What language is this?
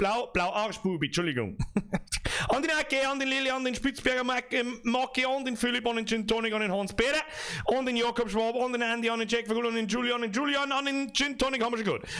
Bavarian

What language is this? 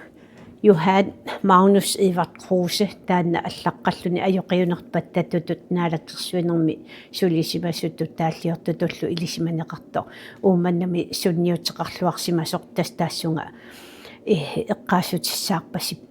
Kalaallisut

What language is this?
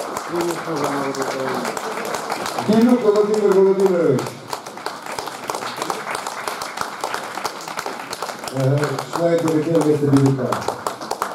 Ukrainian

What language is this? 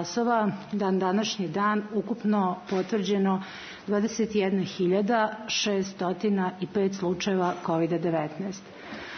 Serbian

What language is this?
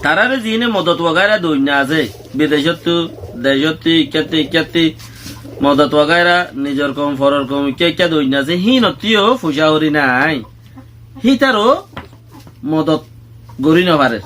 Rohingya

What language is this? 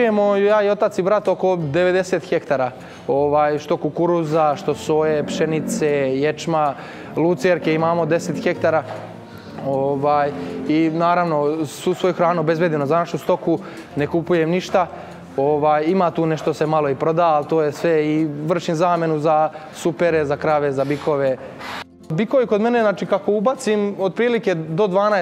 Serbian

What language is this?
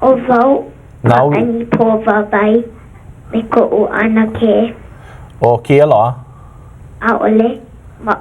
Hawaiian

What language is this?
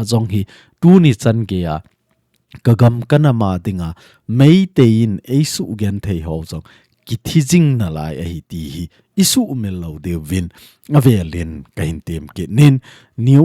Thado Chin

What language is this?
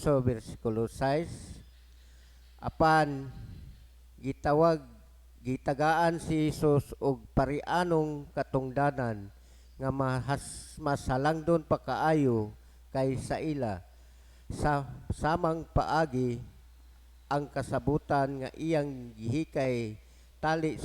Cebuano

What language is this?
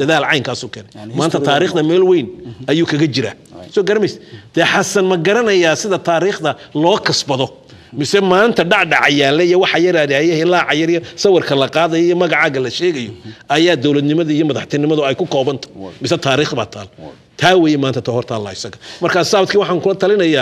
Somali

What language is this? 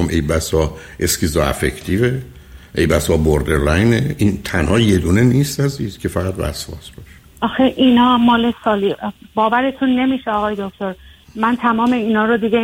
Persian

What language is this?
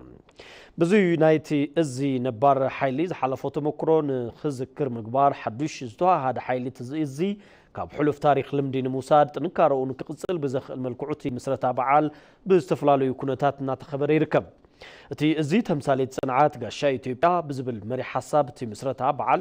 Tigrinya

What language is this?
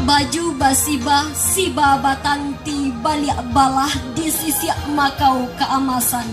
Minangkabau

